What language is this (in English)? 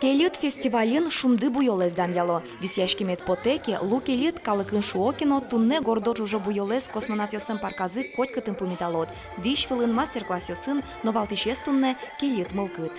Udmurt